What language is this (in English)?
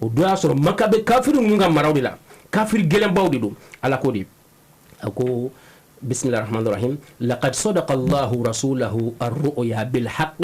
Bambara